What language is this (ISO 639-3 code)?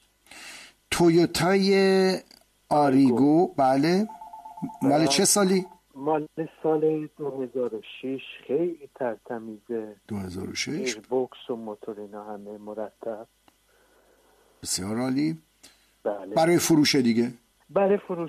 fas